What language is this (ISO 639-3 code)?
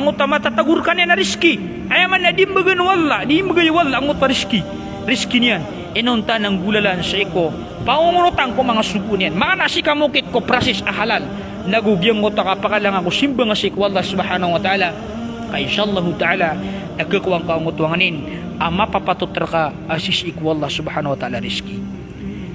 mrw